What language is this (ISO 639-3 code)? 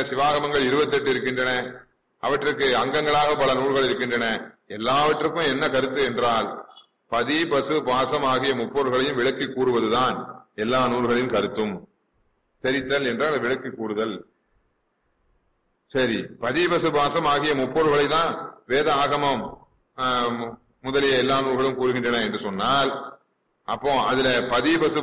tam